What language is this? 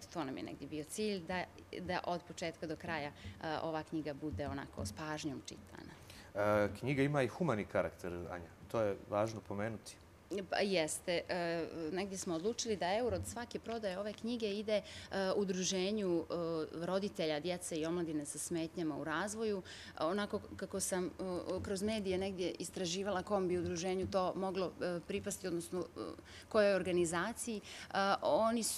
Bosnian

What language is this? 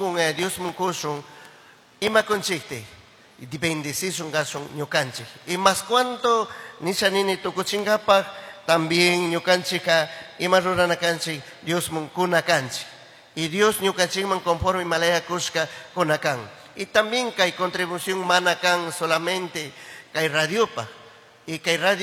Chimborazo Highland Quichua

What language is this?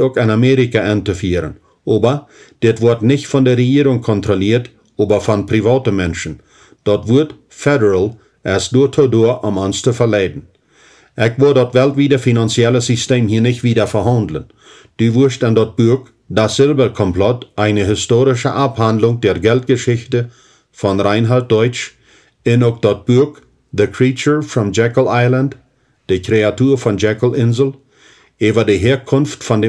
Plautdietsch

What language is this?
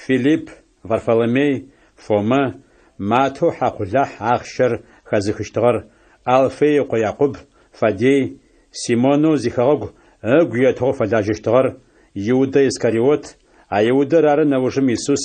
Adyghe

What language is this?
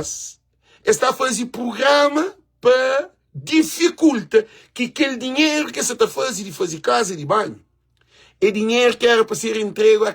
Kabuverdianu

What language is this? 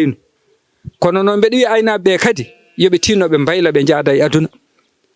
Fula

